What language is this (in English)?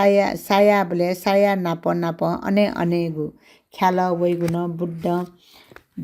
Newari